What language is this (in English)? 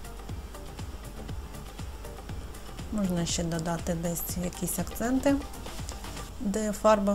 Ukrainian